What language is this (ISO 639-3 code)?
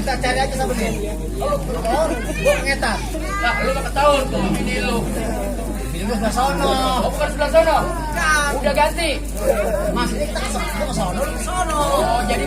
bew